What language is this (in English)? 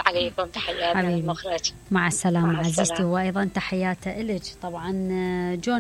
Mesopotamian Arabic